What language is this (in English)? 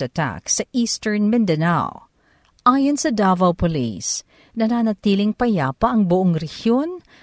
Filipino